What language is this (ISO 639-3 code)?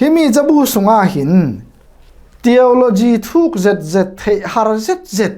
cfm